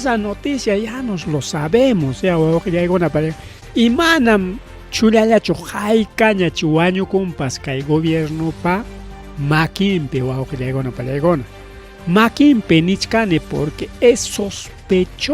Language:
Ayacucho Quechua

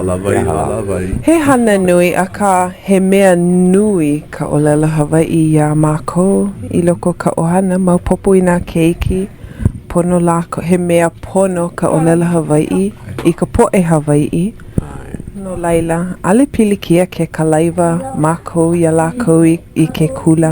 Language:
Hawaiian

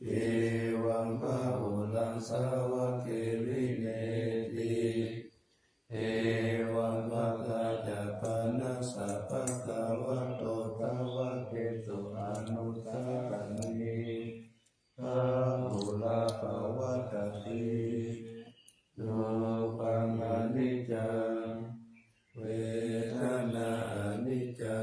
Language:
Pali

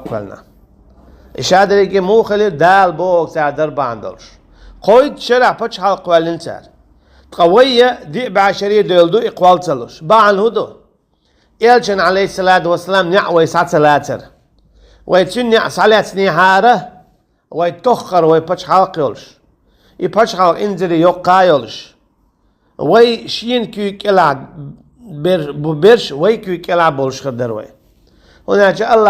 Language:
Chechen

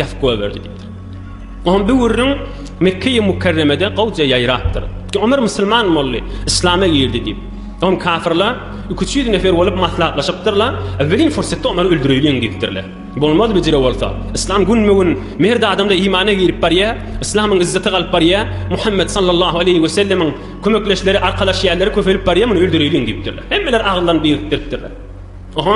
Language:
Turkmen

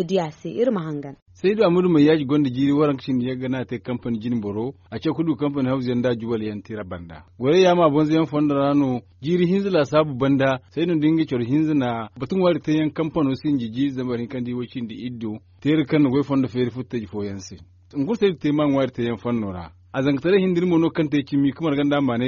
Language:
Zarma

